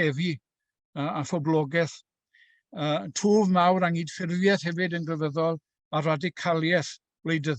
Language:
Welsh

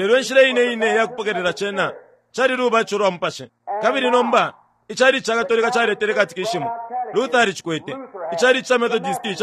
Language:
Bemba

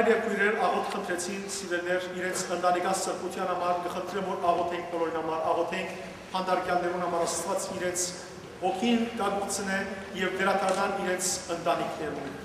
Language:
Western Armenian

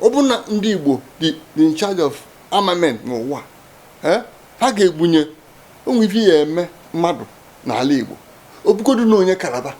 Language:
Igbo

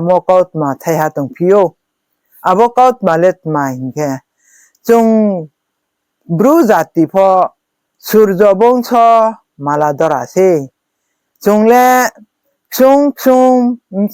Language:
Riang (India)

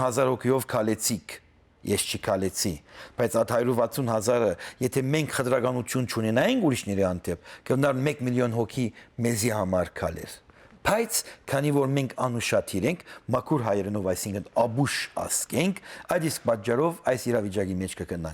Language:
Western Armenian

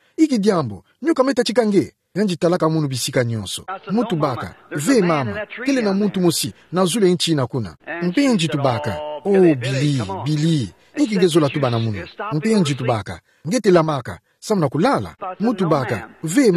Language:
Kituba (Democratic Republic of Congo)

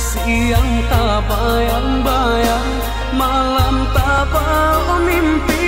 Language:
Minangkabau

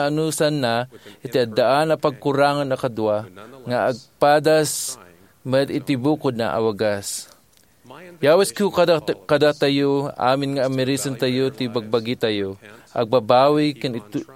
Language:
Iloko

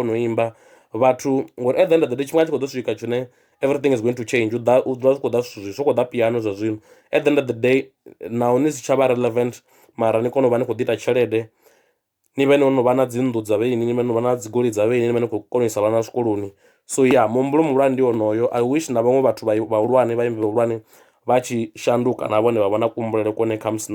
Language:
Venda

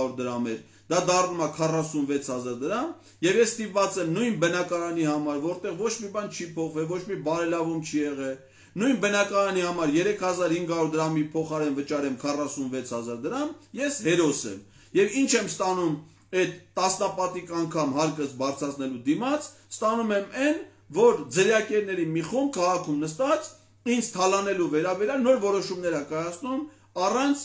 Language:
Armenian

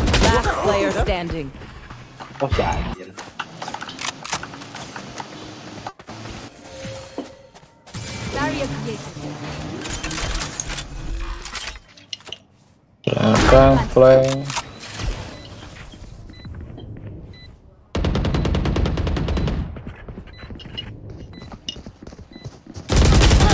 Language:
Indonesian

